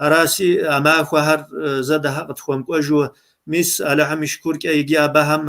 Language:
Kabardian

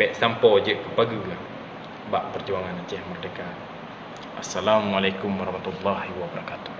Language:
Achinese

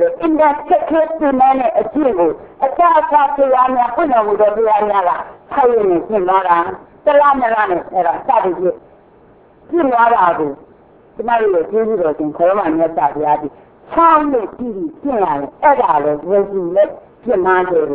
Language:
Burmese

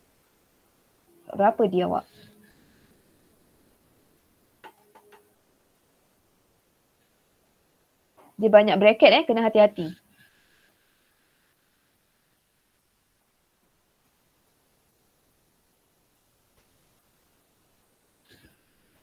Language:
Malay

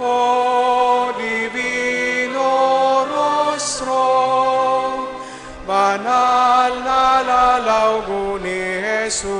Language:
Bikol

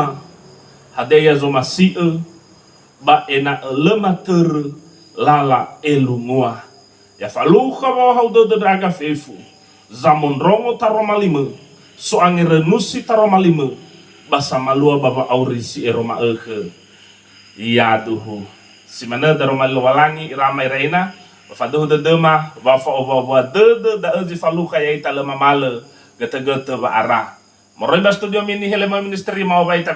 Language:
Nias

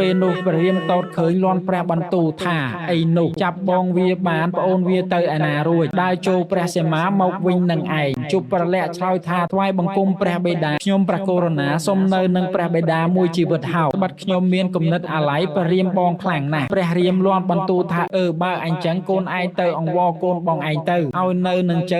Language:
Khmer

